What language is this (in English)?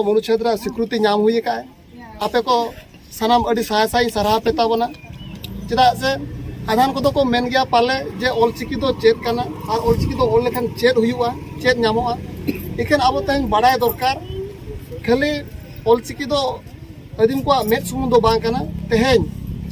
Santali